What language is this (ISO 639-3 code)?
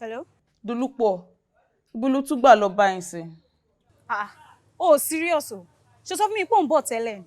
yor